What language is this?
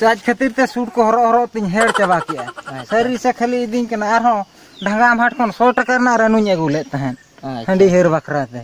Santali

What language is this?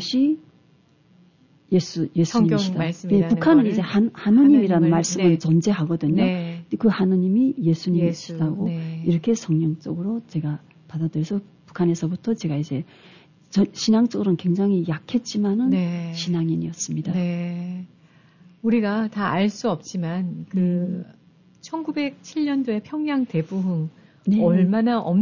Korean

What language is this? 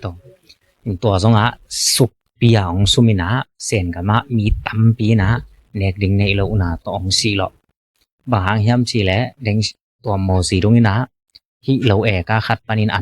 Tedim Chin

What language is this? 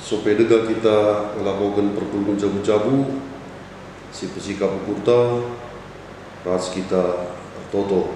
Batak Karo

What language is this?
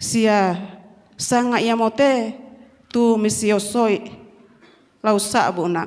Toraja-Sa'dan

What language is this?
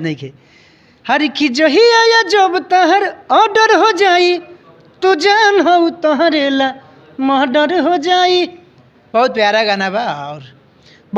Bhojpuri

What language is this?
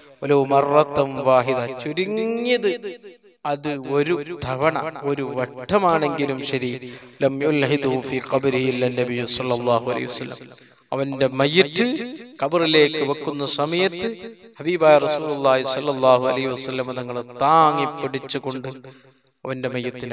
Malayalam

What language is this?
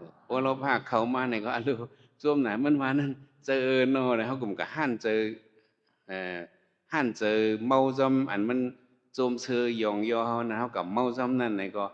Shan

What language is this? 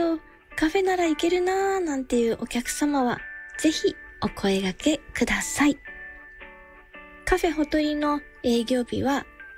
Japanese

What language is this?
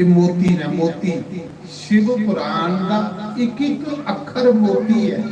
Dogri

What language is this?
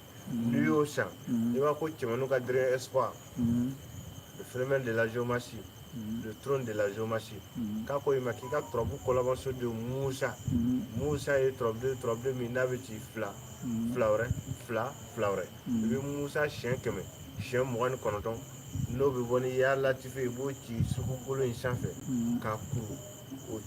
Bambara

